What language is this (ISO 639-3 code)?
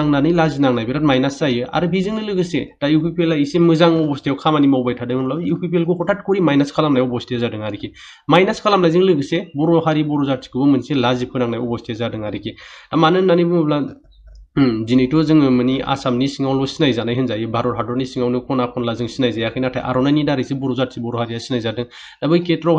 brx